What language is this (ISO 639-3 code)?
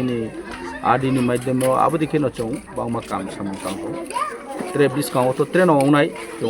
trp